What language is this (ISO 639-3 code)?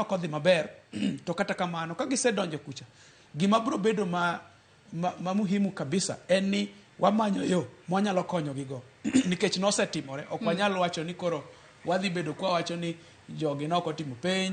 luo